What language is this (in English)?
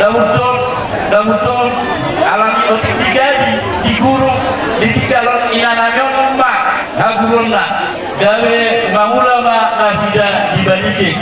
Batak Toba